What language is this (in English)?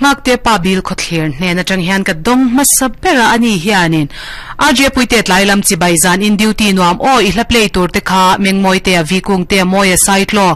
Mizo